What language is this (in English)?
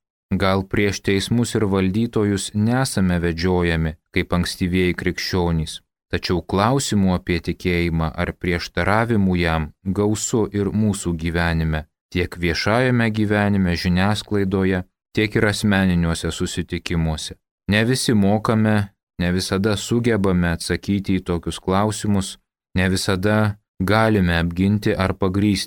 Lithuanian